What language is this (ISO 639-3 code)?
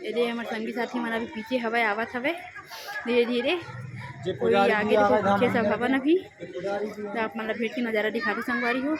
hne